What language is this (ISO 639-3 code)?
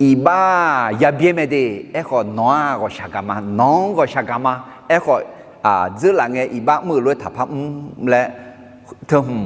ahk